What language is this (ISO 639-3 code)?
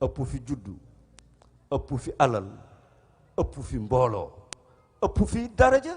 wol